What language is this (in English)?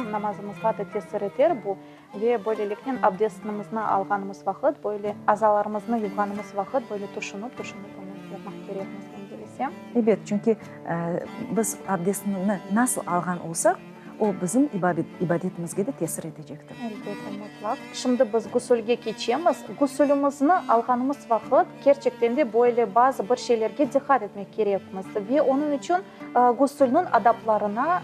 Crimean Tatar